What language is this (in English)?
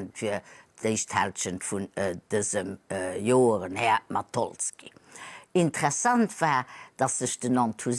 Luxembourgish